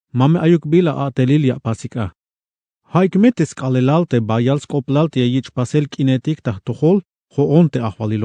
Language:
Tzeltal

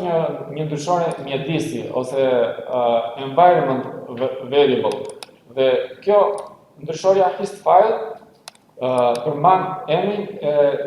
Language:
Albanian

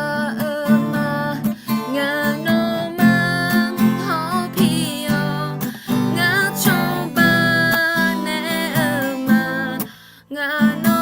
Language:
Akha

